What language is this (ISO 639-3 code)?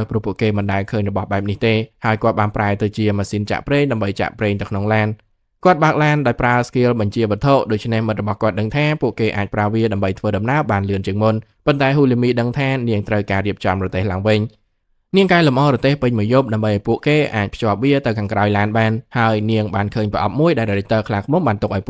khm